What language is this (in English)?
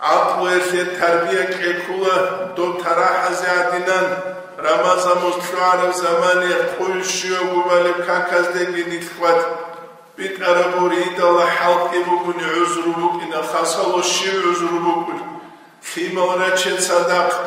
Avaric